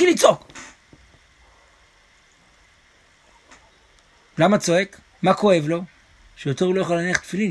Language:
Hebrew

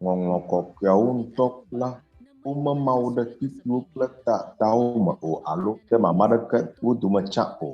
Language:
Ewe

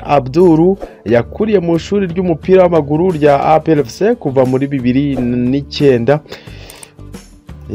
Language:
Kinyarwanda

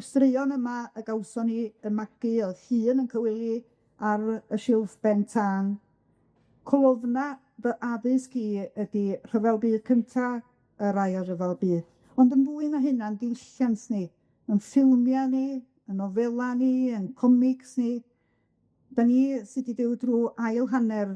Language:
Welsh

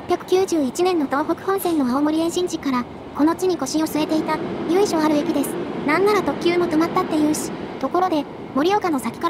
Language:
Japanese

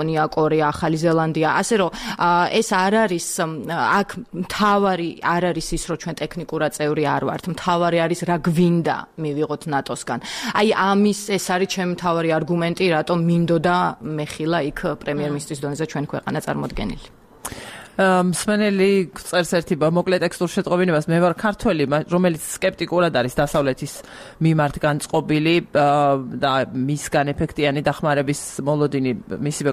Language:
Georgian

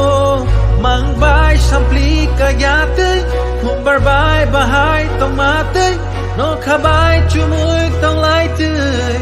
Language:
Kok Borok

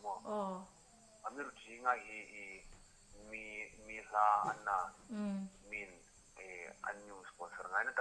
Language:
Hmar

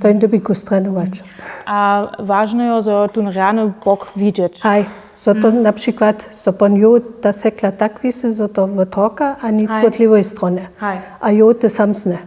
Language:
Upper Sorbian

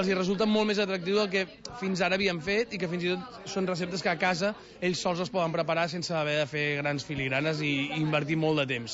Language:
Catalan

